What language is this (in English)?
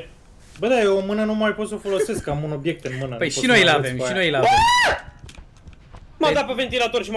Romanian